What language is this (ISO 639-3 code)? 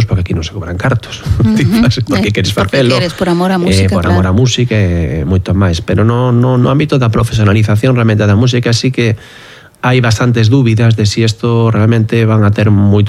glg